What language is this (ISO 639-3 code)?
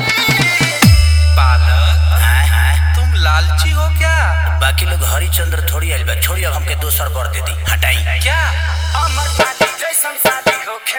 bho